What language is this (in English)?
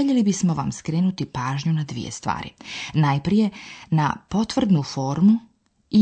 Serbian